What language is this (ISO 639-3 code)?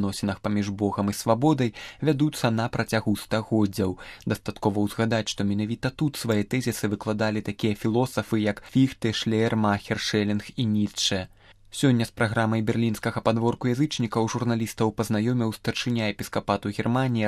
bel